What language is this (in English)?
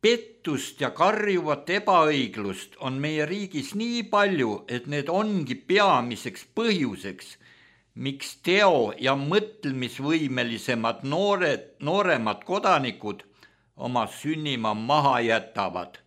Estonian